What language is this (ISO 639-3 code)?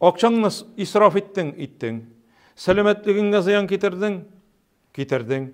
tat